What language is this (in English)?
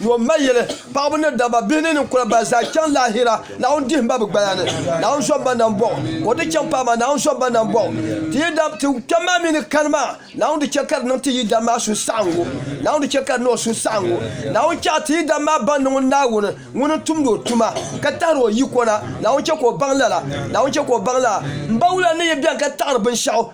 Dagbani